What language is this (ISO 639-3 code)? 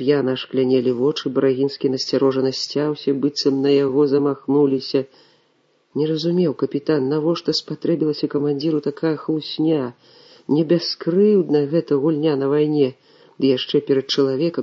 bel